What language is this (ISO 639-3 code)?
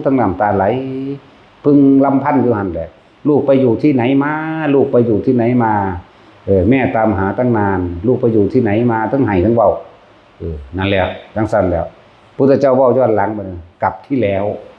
lao